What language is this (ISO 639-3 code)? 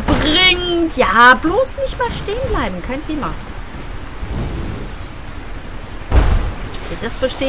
deu